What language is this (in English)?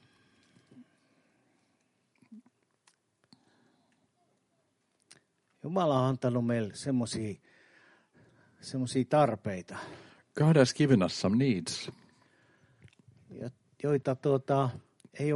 Finnish